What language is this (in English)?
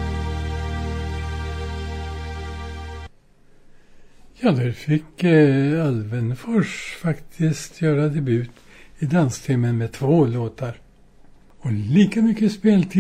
Swedish